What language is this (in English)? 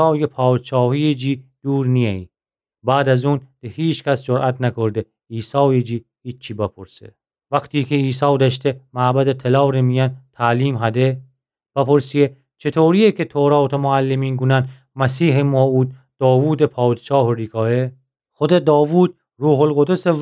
Gilaki